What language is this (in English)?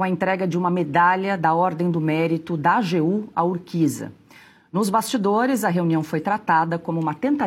Portuguese